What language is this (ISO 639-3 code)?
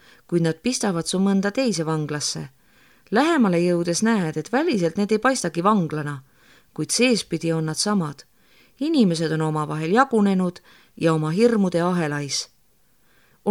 est